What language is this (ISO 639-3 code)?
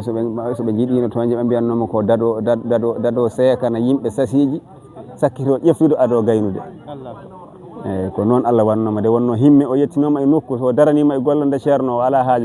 ful